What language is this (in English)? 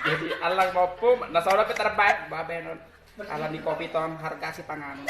Batak Toba